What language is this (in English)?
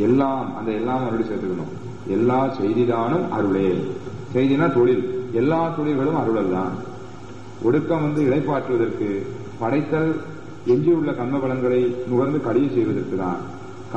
Tamil